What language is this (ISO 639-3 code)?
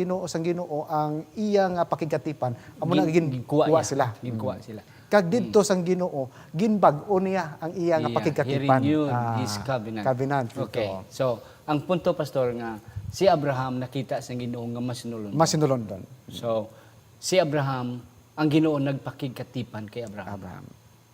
hil